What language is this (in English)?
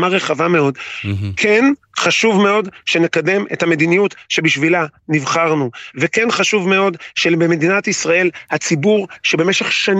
Hebrew